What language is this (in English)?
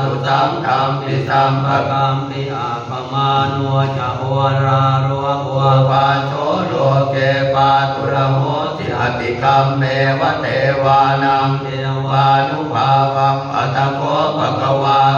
Pali